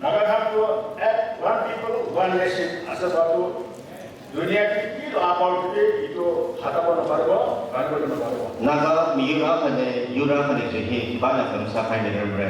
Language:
Tangkhul Naga (India)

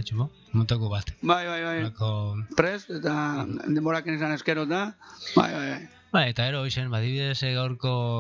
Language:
Basque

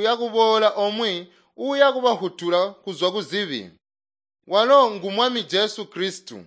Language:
Tonga (Zambia)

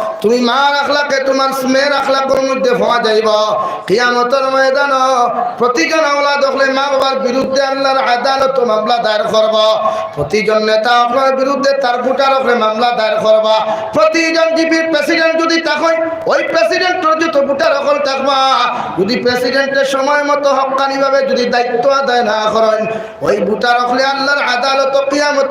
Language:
Sylheti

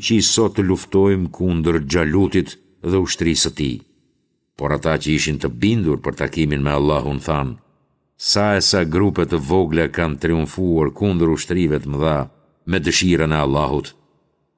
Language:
Albanian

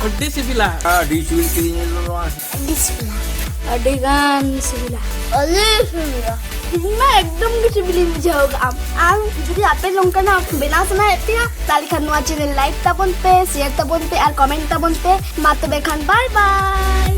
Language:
Santali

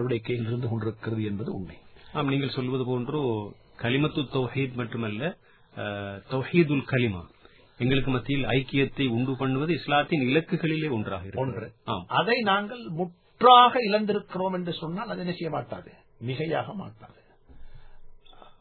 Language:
Tamil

